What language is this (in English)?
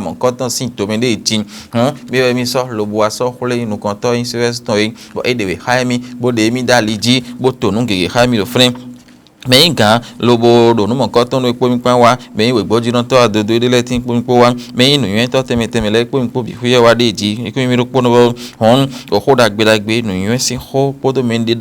Fon